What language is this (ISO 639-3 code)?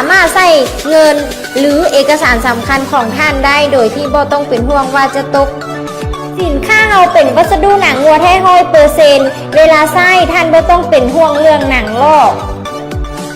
lao